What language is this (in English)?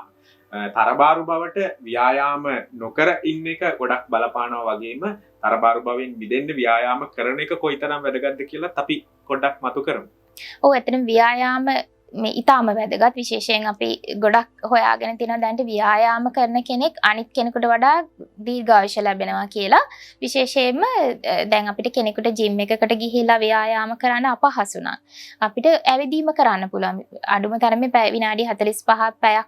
Sinhala